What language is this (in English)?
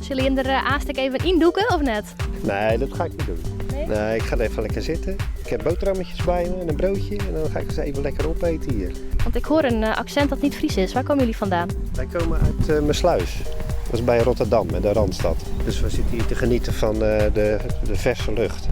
Western Frisian